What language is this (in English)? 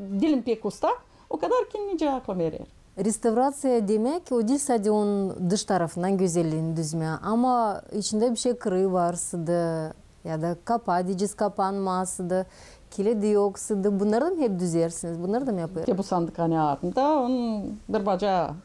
Gagauz